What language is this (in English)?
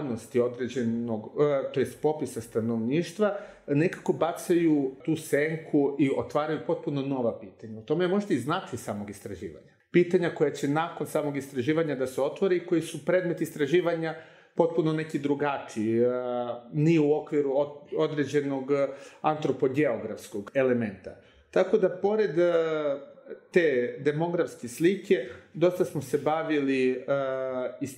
Serbian